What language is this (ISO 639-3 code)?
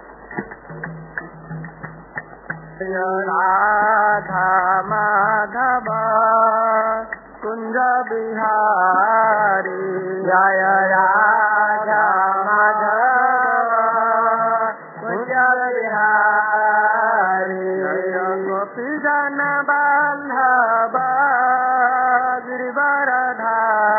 ori